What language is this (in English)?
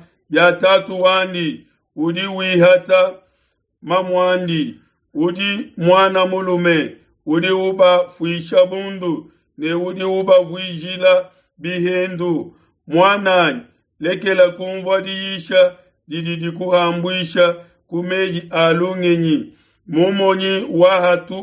Luba-Lulua